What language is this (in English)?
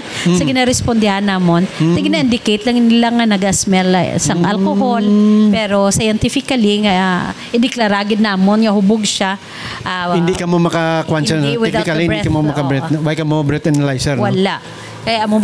Hiligaynon